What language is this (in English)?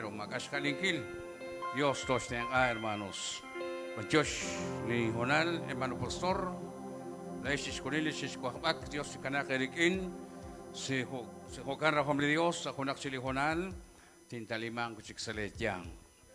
Kekchí